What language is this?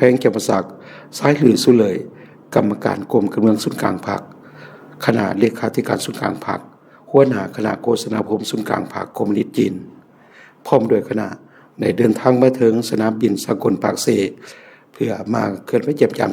Lao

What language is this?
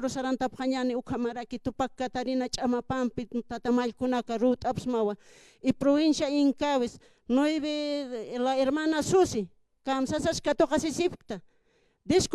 Aymara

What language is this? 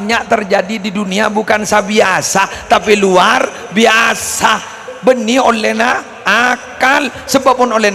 Madurese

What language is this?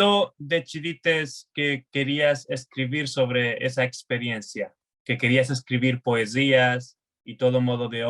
Ladino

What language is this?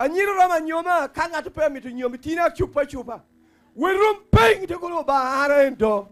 Lango (Uganda)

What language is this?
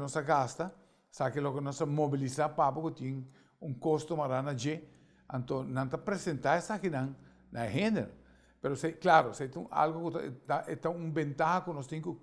Papiamento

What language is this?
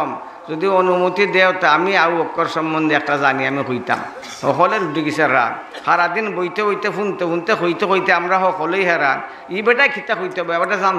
Sylheti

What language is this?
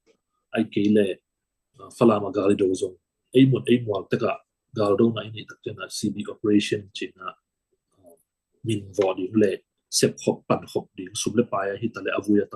Tedim Chin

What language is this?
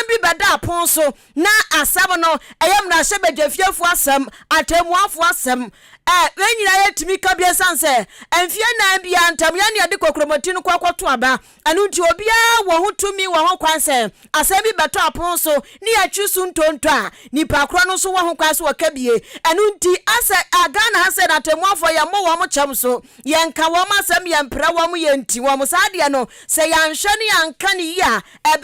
Akan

